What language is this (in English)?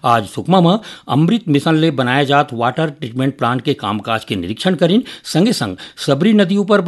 Chhattisgarhi